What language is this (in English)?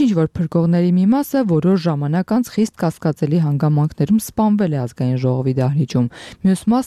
Armenian